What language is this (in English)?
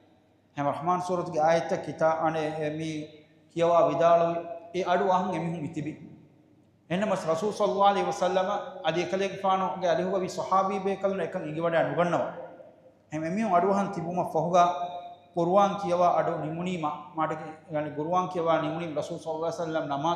Divehi